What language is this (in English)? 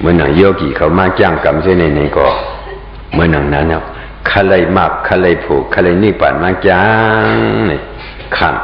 Shan